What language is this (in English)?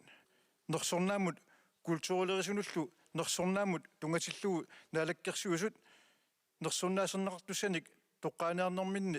Kalaallisut